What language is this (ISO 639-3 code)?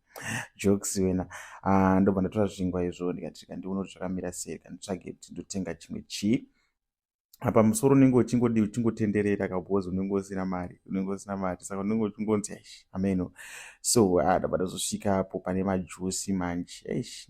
sna